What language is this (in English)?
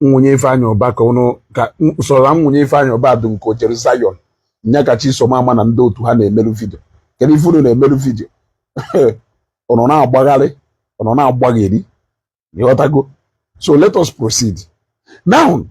Igbo